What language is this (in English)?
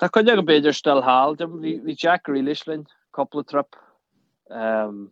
Irish